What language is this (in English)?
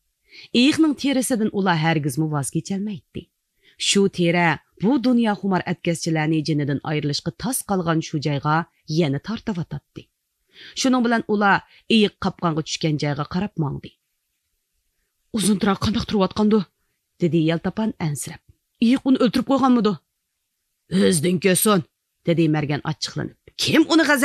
Uyghur